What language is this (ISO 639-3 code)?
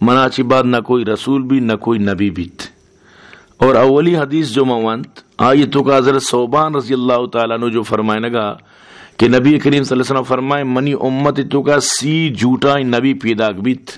bal